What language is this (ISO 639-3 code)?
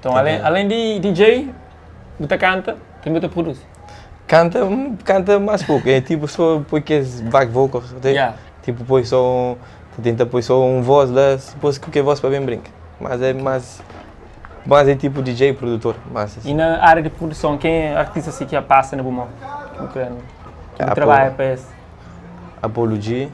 kea